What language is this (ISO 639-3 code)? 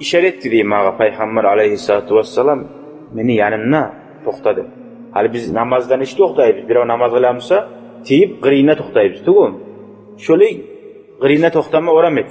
kum